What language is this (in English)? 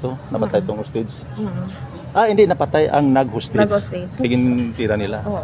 Hiligaynon